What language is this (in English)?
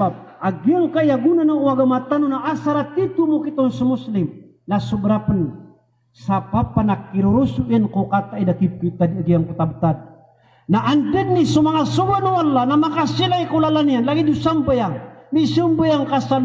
Maranao